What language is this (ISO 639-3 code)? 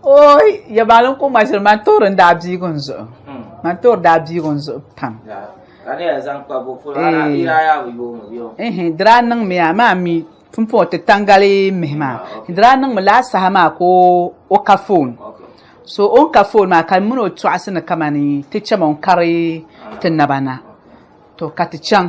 dag